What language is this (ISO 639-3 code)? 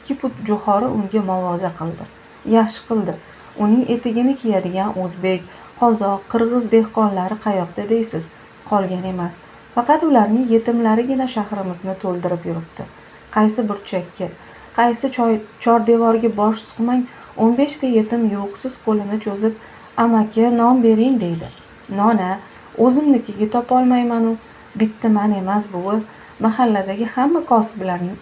uzb